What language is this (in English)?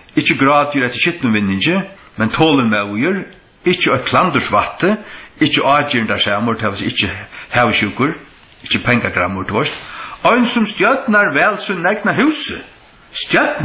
Faroese